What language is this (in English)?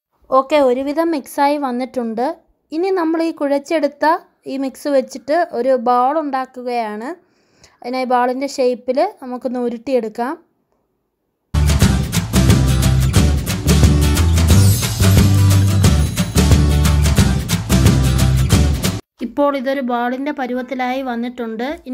Malayalam